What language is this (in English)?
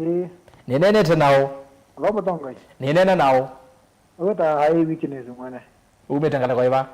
Kamba